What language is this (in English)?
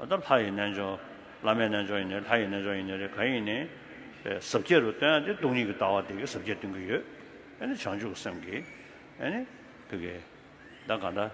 Tibetan